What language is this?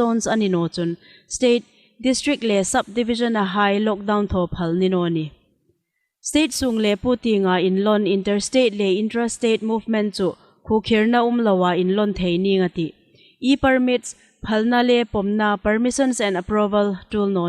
Hmar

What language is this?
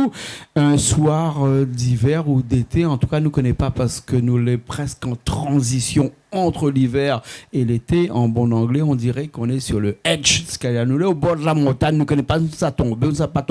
Réunion Creole French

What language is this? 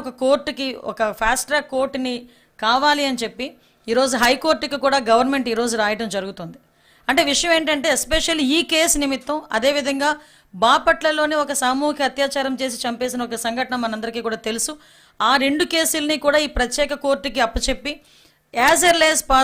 Telugu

